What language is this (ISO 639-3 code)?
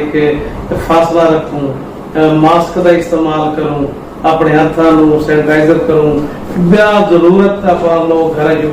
skr